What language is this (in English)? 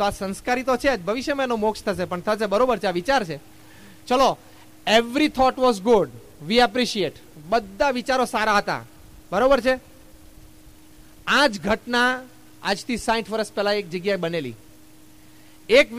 Gujarati